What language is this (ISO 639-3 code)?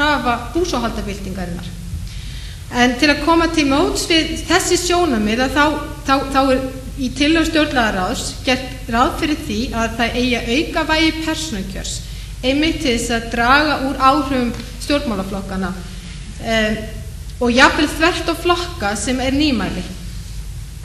isl